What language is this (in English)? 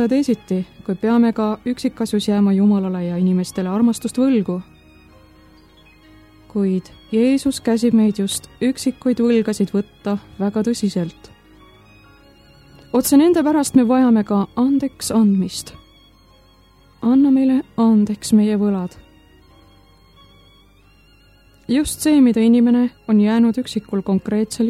Estonian